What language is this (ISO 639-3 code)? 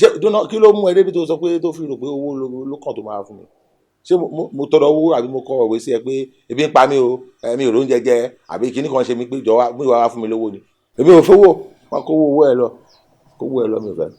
yor